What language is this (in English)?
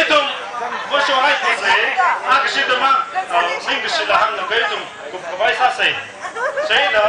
Tangkhul Naga (India)